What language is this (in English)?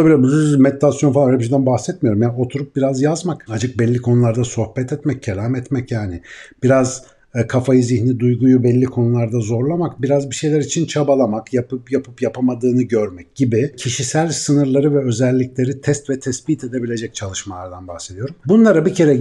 Turkish